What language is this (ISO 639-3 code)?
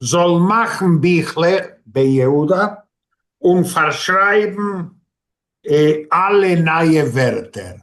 yid